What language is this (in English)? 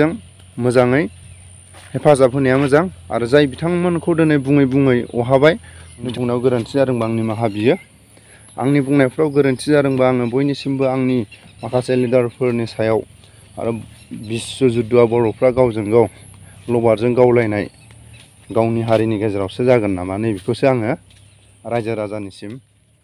Bodo